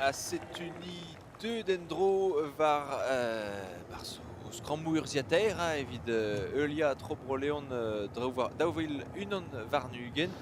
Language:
Breton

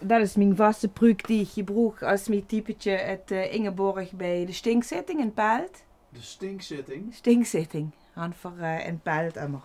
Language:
Limburgish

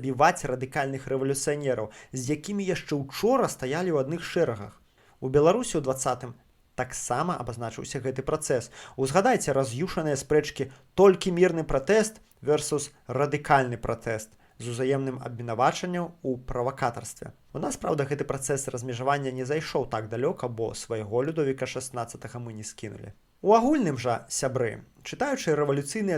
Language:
Belarusian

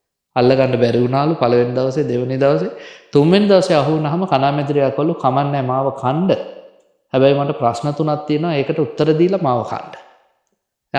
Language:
Sinhala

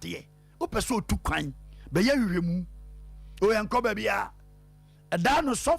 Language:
Akan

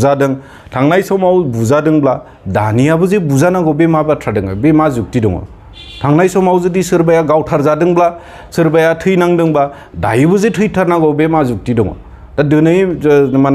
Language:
Bodo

